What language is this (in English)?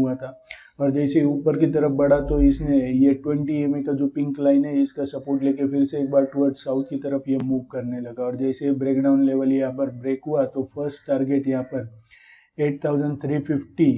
Hindi